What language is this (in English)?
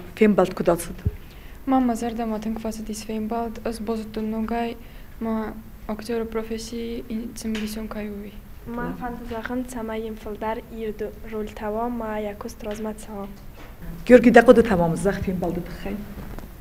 Ossetic